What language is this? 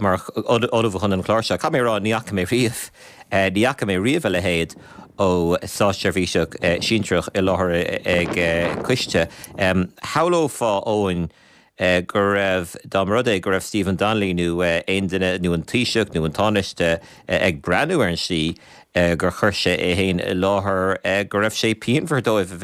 Irish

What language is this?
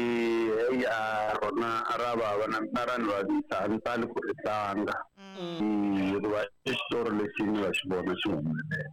Tsonga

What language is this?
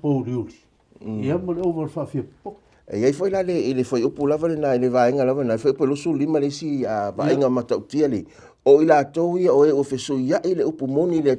Samoan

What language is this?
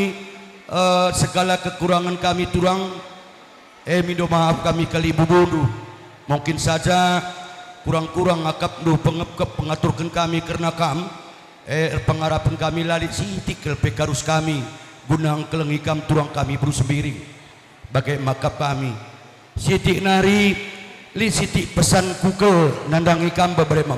Batak Karo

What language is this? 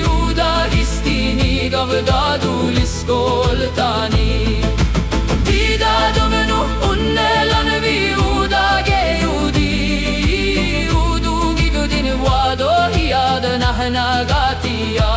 Cherokee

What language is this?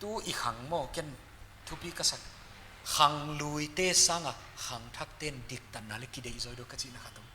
Paite Chin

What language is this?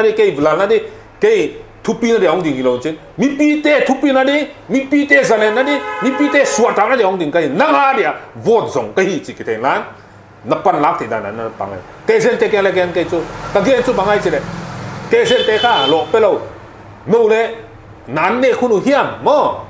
Paite Chin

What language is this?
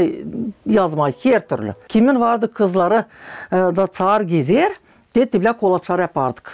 Gagauz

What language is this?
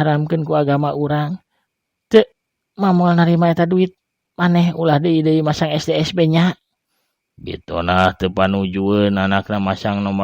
Sundanese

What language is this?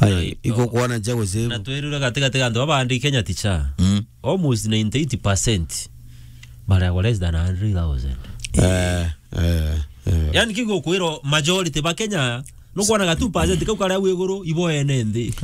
Meru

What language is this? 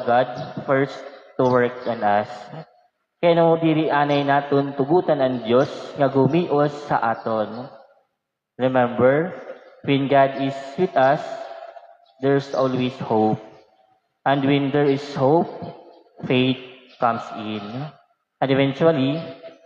Waray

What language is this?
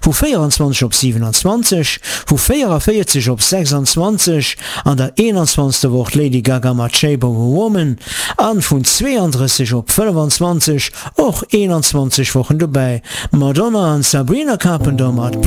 Luxembourgish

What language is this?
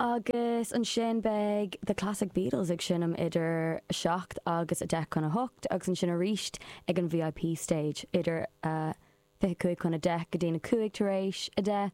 Irish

